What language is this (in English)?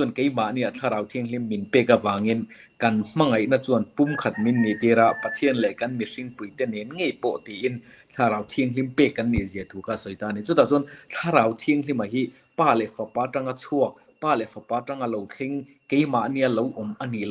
Mizo